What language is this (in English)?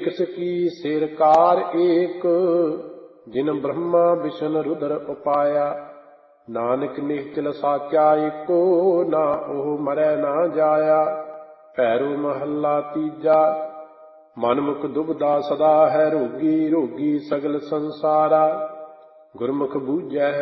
Punjabi